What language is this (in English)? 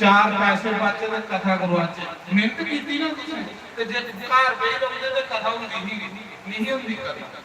Dogri